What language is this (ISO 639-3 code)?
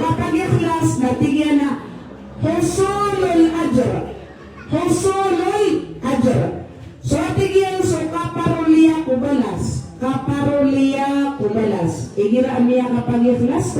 mrw